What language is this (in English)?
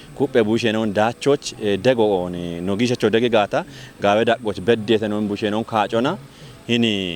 Kafa